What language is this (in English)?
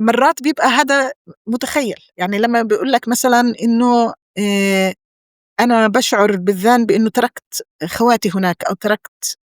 North Levantine Arabic